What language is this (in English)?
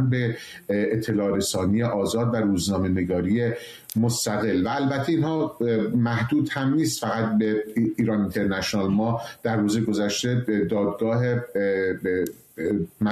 Persian